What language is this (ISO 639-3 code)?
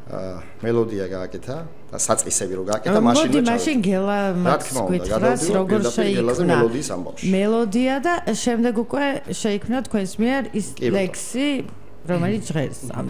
kat